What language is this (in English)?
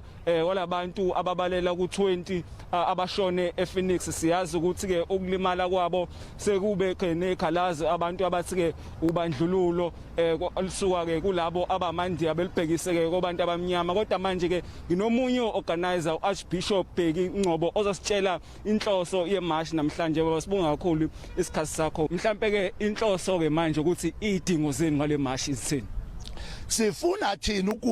Zulu